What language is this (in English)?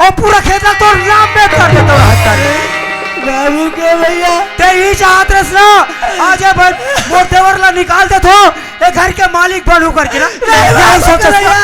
Chhattisgarhi